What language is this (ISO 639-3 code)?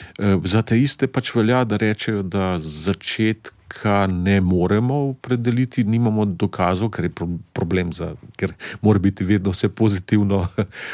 slv